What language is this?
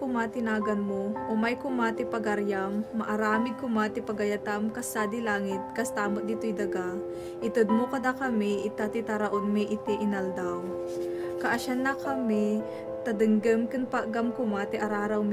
Iloko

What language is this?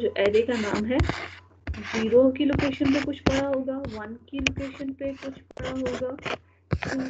Hindi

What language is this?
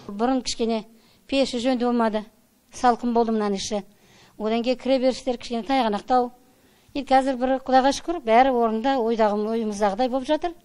Kazakh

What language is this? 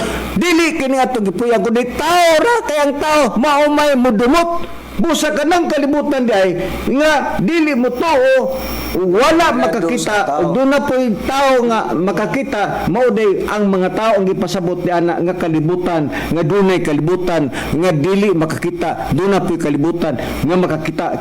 Cebuano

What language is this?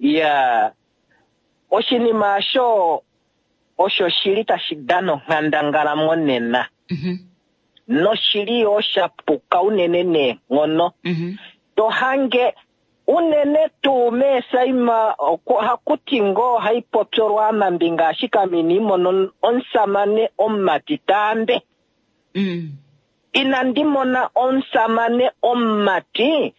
Kuanyama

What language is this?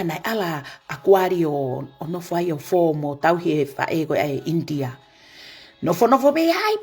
Tongan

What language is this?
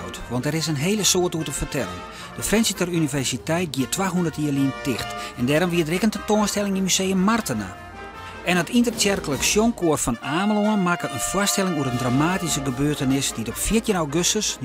Western Frisian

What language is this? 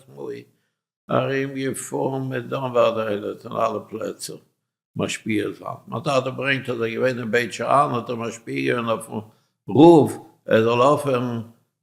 Yiddish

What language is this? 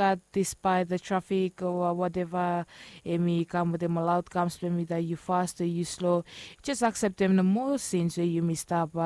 Bislama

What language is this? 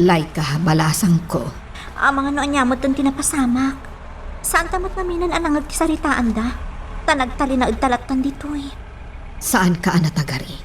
Iloko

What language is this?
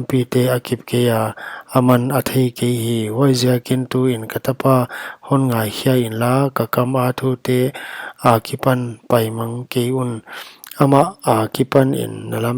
Paite Chin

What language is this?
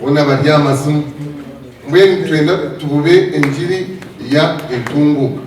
Nyankole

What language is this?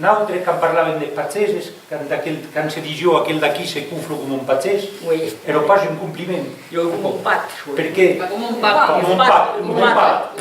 Occitan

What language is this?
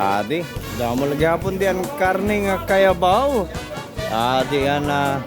Waray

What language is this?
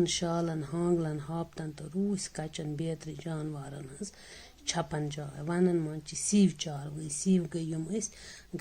Kashmiri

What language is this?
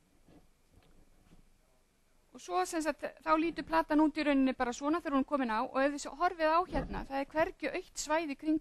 Icelandic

